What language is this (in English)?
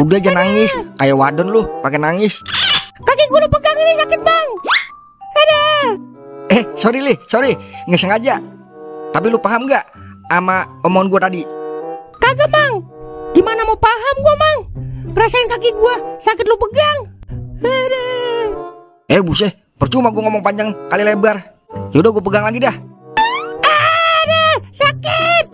Betawi